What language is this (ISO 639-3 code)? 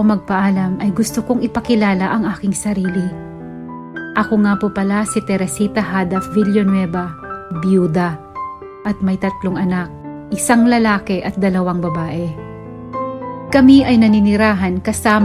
fil